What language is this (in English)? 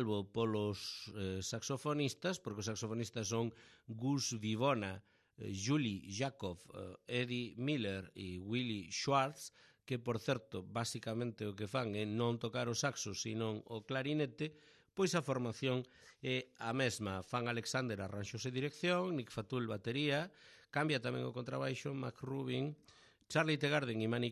Galician